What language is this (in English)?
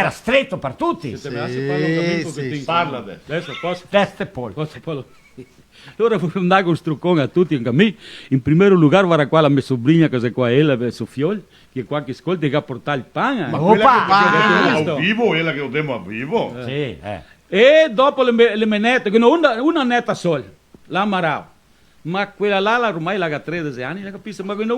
Venetian